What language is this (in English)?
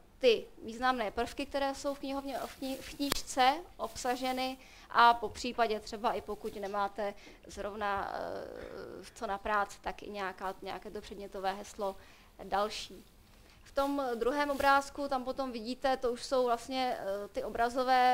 Czech